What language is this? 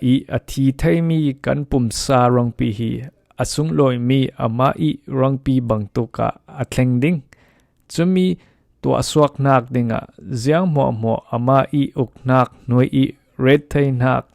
Falam Chin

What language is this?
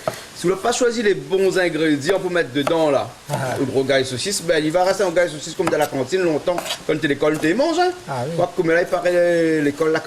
Réunion Creole French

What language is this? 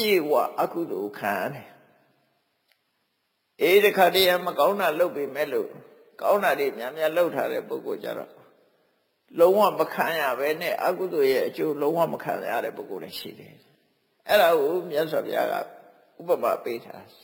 Burmese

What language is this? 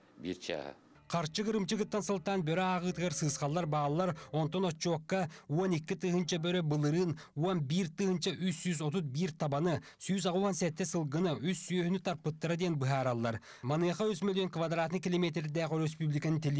Yakut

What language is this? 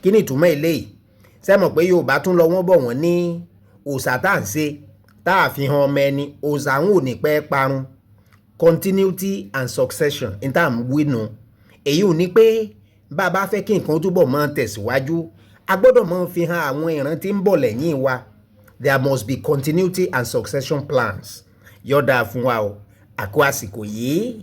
Yoruba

